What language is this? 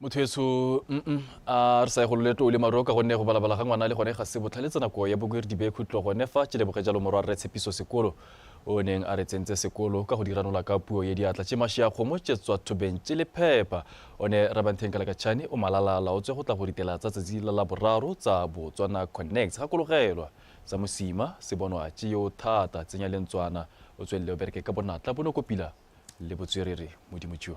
Tswana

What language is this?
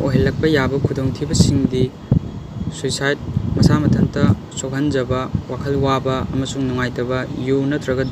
Manipuri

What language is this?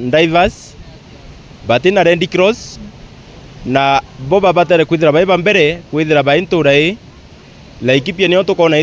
Meru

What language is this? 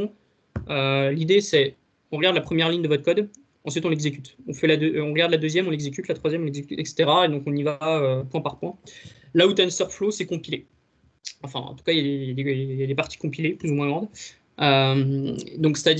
French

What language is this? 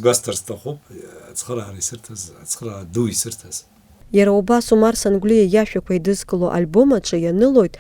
Abkhazian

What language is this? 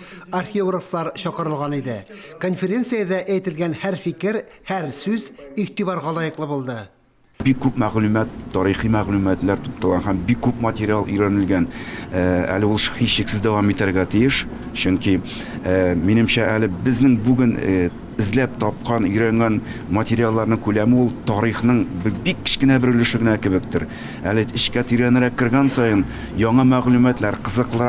Tatar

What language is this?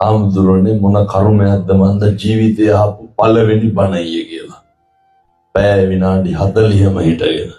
Sinhala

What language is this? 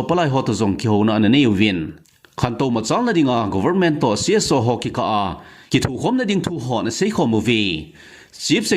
Thado Chin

